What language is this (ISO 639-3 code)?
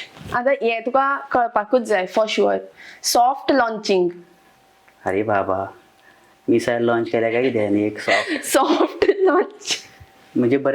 kok